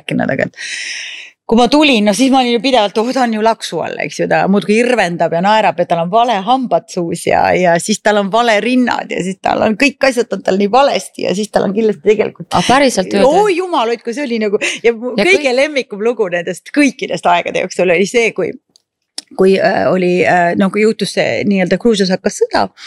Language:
Estonian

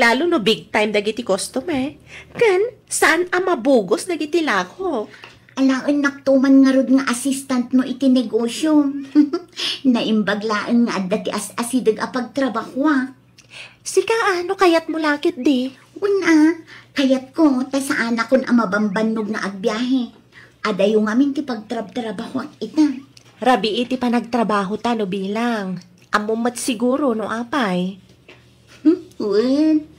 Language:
Iloko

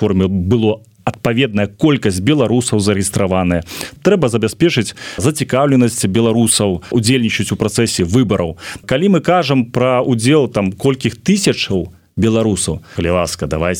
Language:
Belarusian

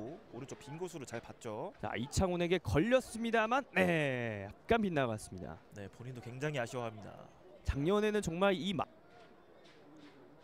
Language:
Korean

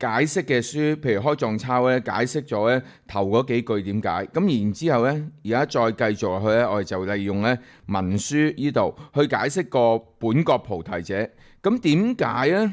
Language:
Cantonese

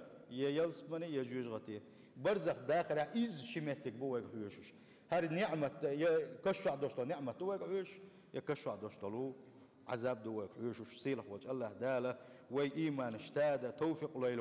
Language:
Chechen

